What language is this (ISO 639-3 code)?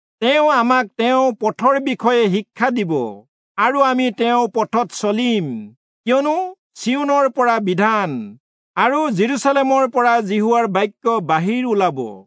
asm